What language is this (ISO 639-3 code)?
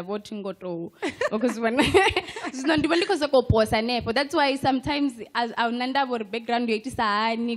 ven